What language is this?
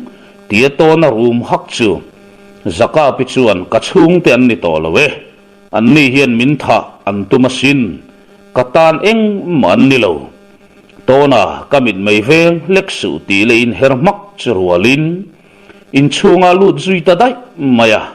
Mizo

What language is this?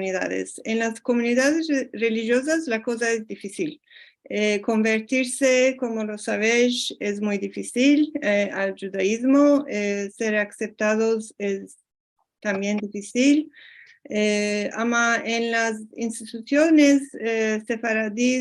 Ladino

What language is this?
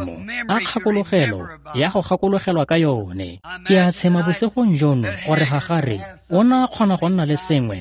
Tswana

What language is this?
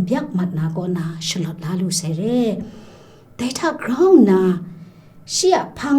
Kachin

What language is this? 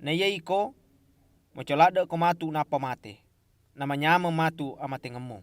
Buginese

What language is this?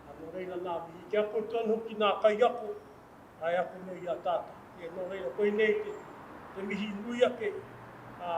Māori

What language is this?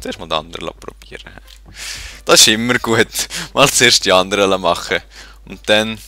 Swiss German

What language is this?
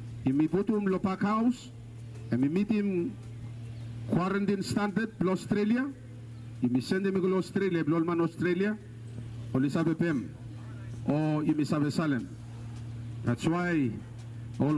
Bislama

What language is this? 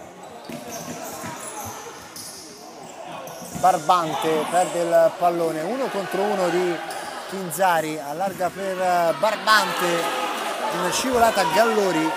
Italian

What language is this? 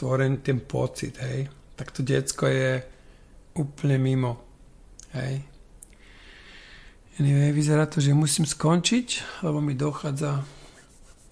Slovak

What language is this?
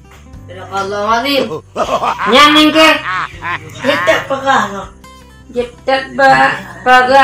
Achinese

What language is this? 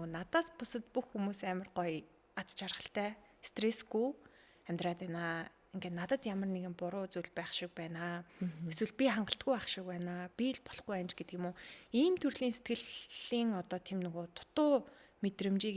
Mongolian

